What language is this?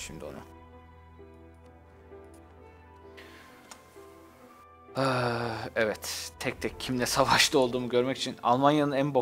Turkish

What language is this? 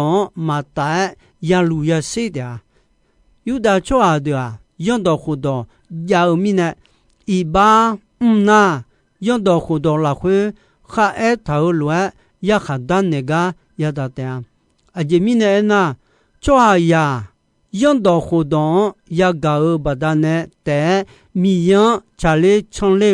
Akha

